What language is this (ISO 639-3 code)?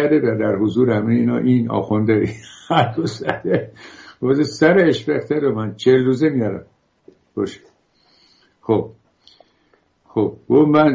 fas